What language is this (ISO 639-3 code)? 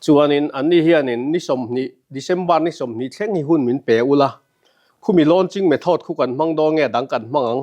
lus